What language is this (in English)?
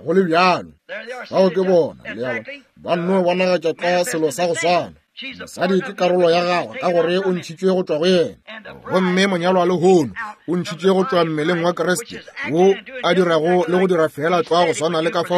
Northern Sotho